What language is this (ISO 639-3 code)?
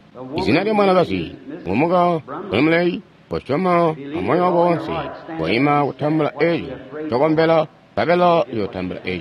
toi